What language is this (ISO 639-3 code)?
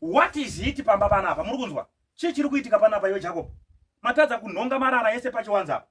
sna